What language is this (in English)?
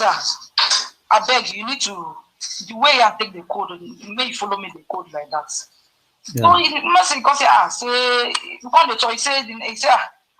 Nigerian Pidgin